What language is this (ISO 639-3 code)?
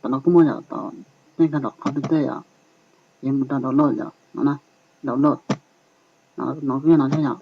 hmn